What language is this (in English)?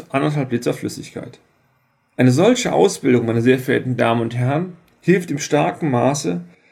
German